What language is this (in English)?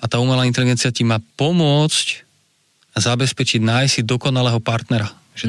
Slovak